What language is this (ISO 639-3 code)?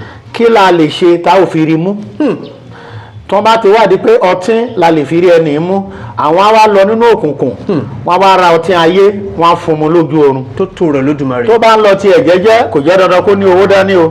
yor